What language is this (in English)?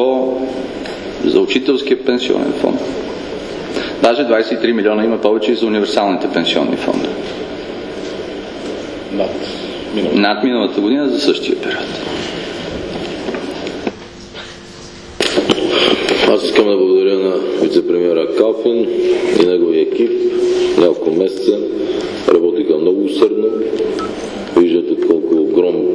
Bulgarian